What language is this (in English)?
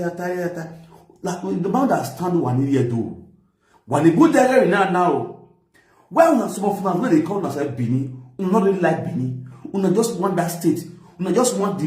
Nigerian Pidgin